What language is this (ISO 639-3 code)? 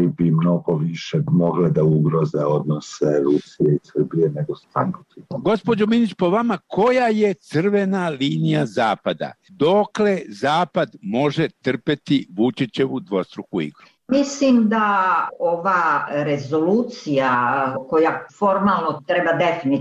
srp